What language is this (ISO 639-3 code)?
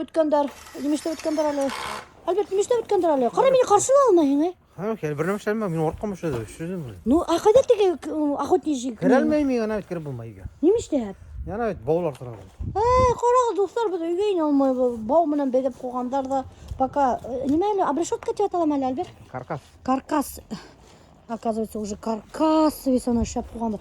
bak